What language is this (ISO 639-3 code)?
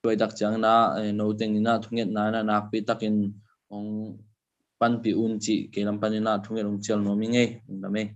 ctd